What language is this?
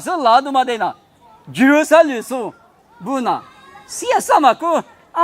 Lisu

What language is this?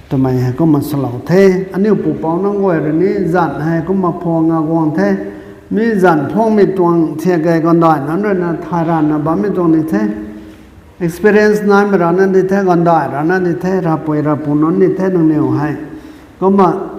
Rongmei Naga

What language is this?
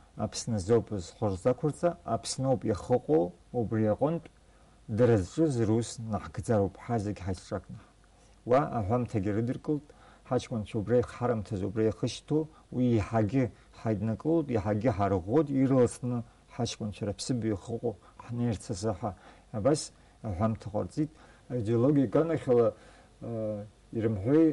Abkhazian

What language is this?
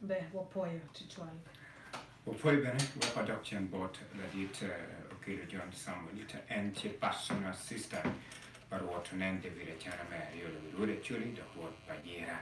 Acoli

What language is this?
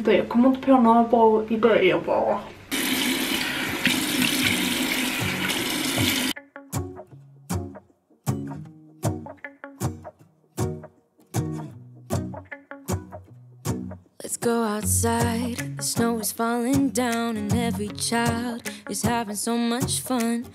Swedish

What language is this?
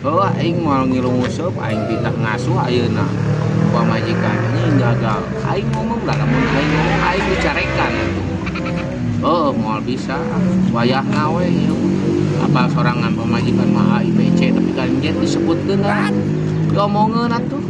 Sundanese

